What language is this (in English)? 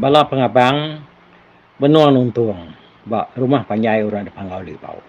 Iban